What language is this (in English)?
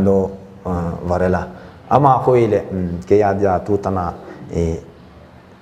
Paite Chin